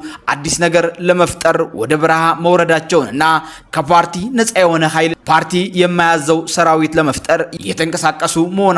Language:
Amharic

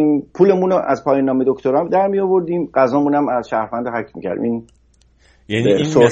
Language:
Persian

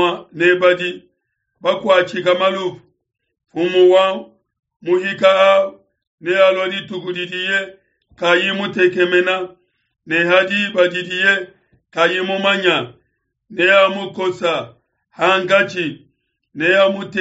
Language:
Luba-Lulua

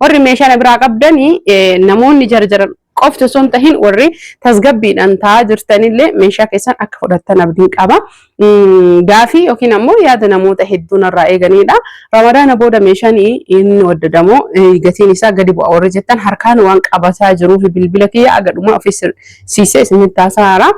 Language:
Oromo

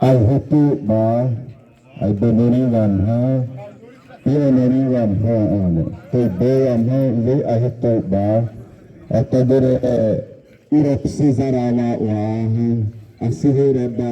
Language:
Xavánte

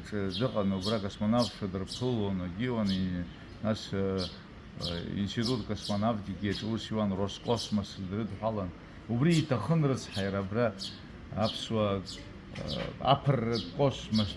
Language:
Abkhazian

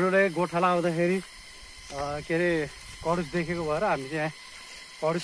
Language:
Nepali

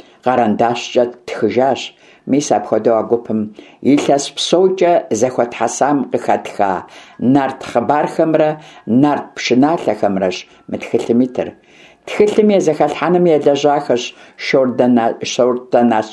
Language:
Kabardian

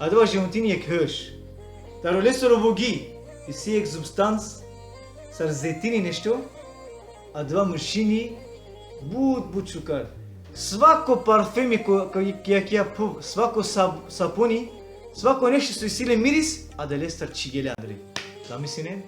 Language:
Balkan Romani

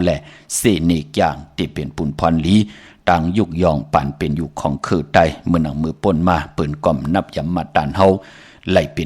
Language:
Shan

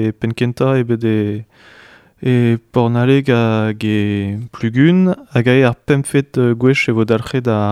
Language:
Breton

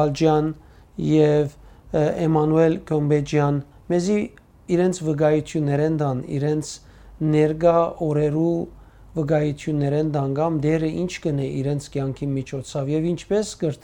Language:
Western Armenian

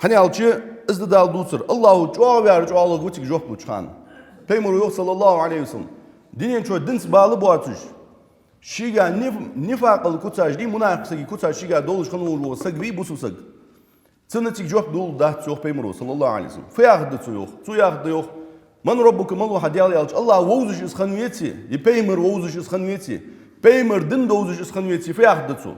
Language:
Ingush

